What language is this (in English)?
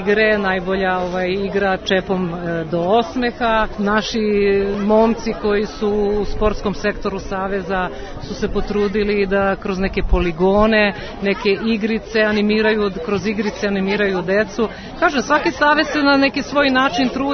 Serbian